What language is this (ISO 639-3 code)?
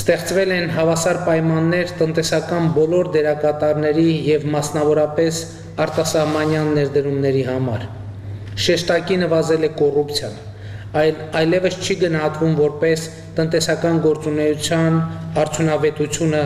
hye